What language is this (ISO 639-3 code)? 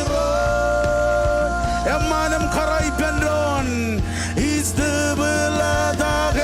mah